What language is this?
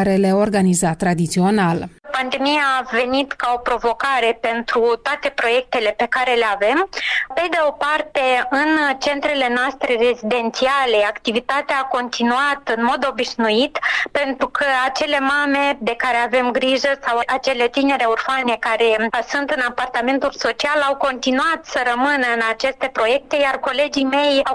Romanian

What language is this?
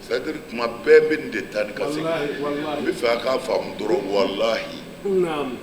Bambara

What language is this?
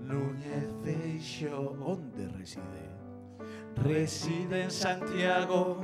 Galician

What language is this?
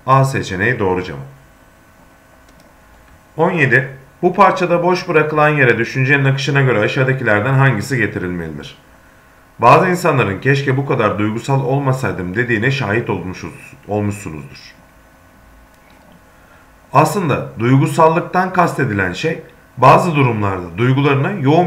Turkish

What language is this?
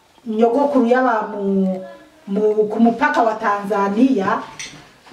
Rundi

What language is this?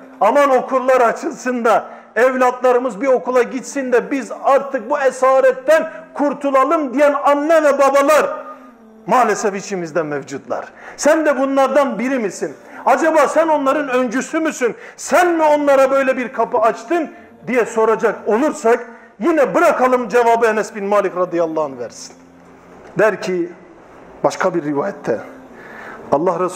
Turkish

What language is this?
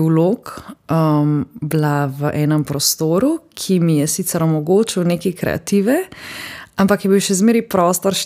Slovenian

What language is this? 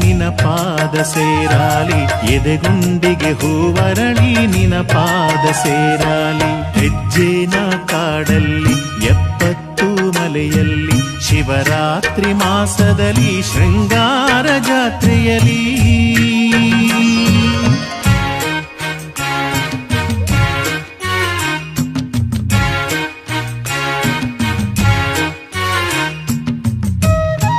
Kannada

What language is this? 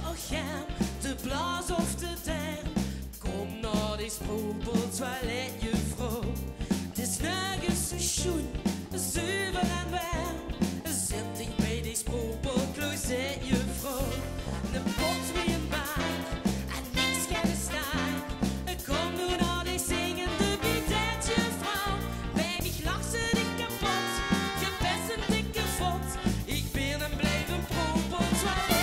Limburgish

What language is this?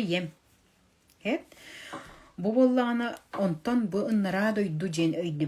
Yakut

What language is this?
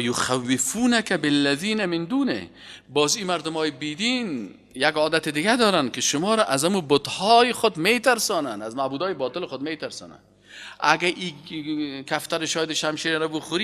Persian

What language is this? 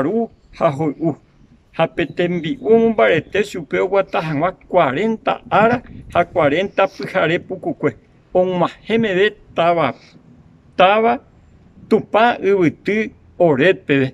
Guarani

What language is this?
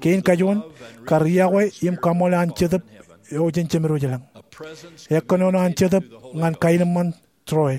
Marshallese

